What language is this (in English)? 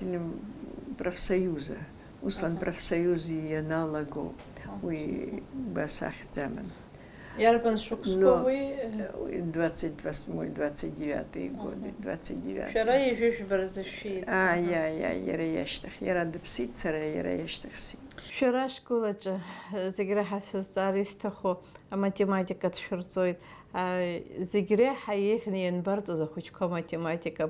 Abkhazian